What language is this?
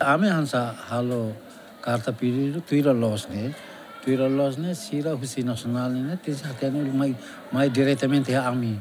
Tetum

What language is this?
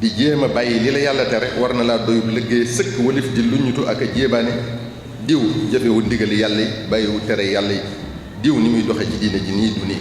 Wolof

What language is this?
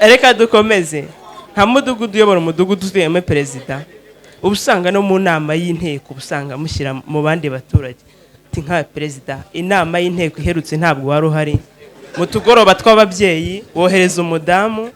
Kinyarwanda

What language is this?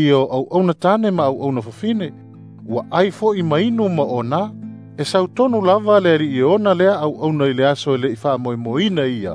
Samoan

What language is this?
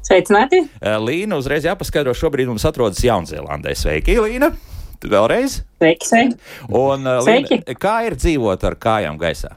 Latvian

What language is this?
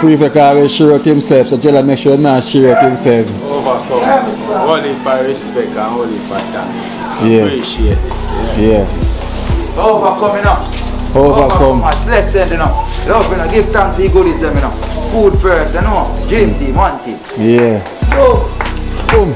Jamaican Creole English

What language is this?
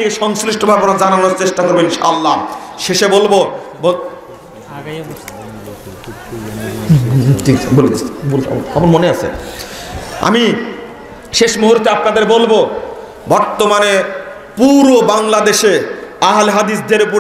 Bangla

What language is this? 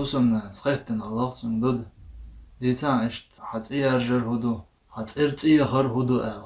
Chechen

